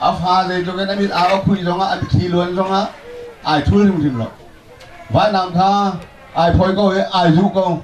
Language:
Hakha Chin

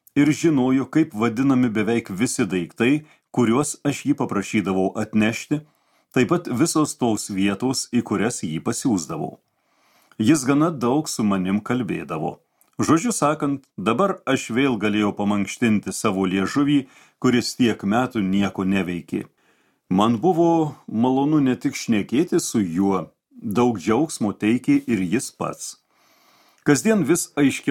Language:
Lithuanian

